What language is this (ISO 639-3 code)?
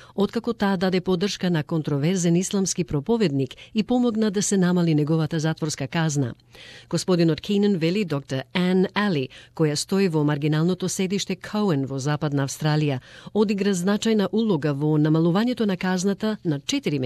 mkd